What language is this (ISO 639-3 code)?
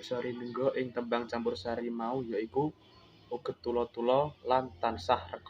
jav